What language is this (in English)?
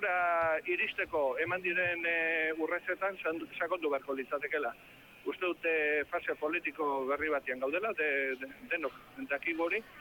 Basque